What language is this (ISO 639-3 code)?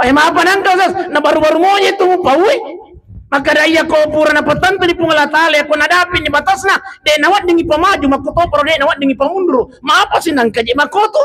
bug